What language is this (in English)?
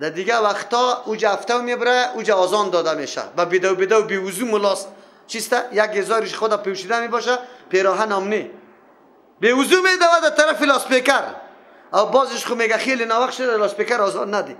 Persian